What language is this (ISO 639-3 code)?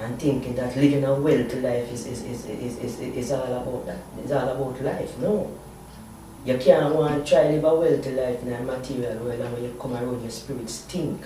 jam